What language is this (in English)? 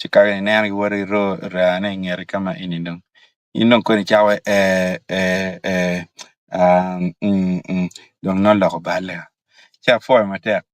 Acoli